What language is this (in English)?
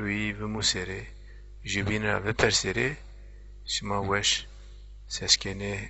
Zaza